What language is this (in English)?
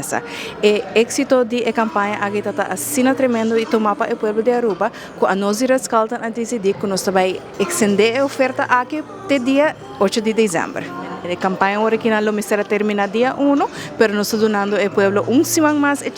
Papiamento